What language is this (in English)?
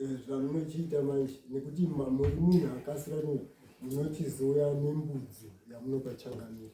Shona